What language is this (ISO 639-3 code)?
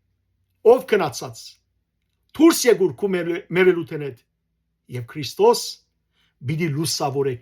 hyw